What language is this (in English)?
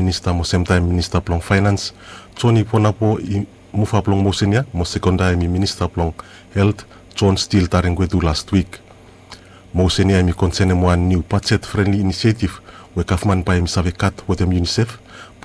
Bislama